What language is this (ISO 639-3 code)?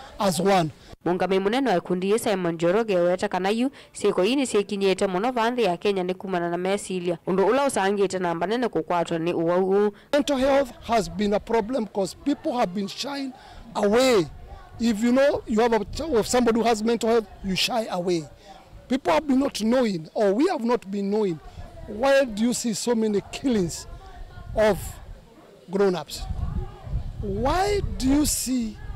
kam